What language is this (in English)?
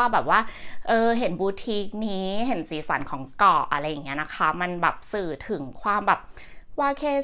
Thai